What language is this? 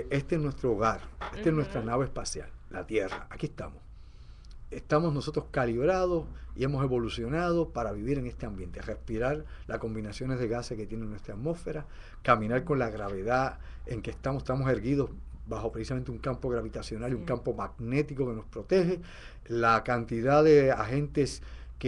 Spanish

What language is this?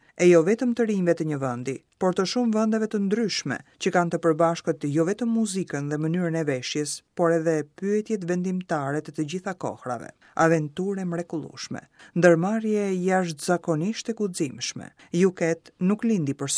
Albanian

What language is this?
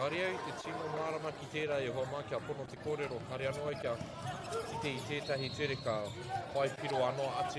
Māori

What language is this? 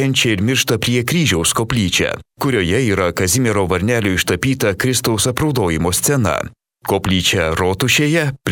Lithuanian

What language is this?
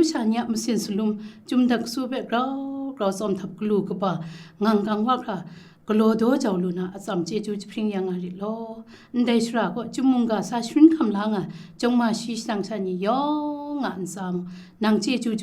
Kachin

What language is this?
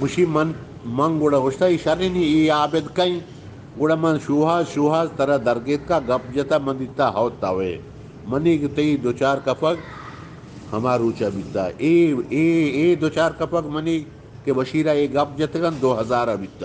Eastern Balochi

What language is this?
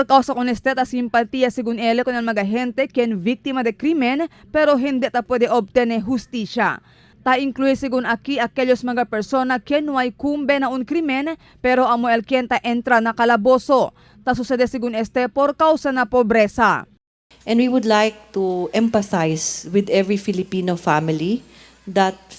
Chavacano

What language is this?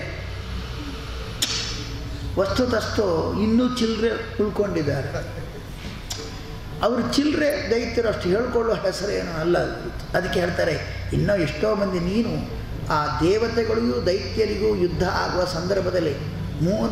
Kannada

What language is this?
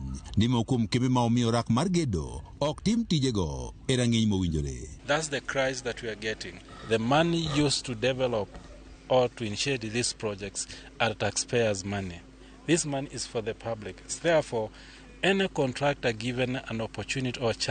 Luo (Kenya and Tanzania)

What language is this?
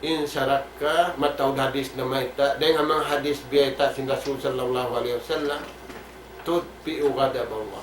Tausug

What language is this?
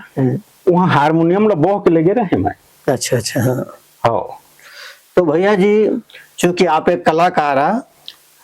Chhattisgarhi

